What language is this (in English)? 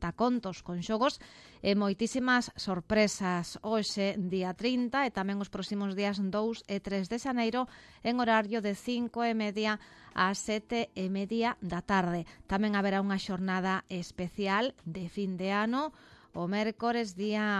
Galician